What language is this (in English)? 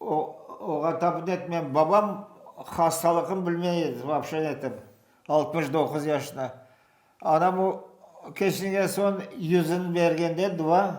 Crimean Tatar